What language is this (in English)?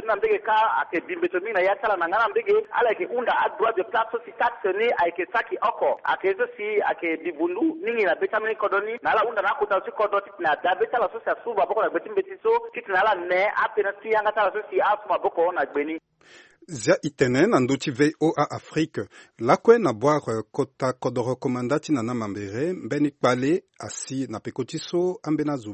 Sango